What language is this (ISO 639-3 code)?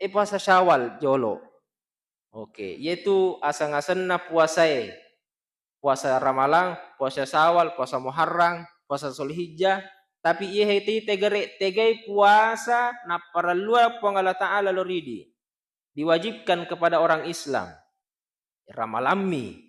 bug